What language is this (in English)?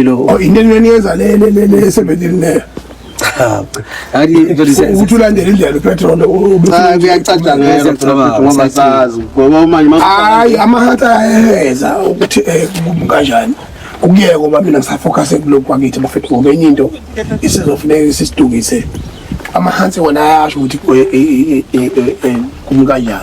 Zulu